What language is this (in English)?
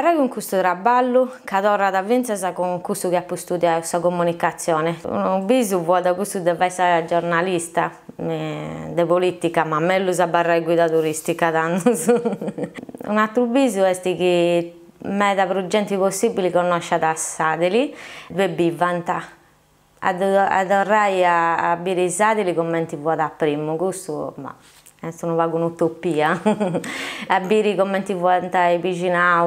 Sardinian